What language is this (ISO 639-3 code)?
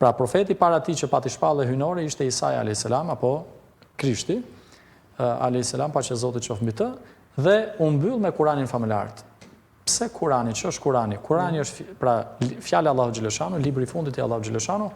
sqi